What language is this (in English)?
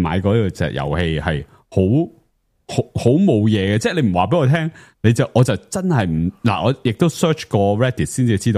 Cantonese